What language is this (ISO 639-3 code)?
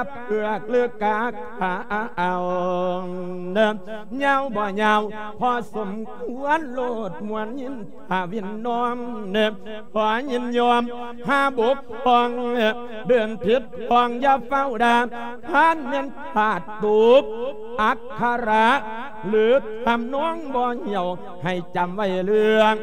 lao